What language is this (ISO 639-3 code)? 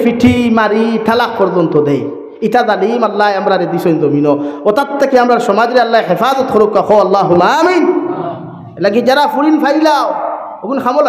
syl